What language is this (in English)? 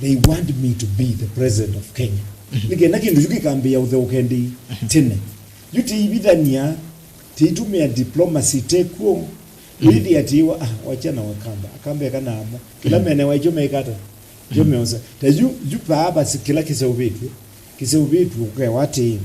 Kamba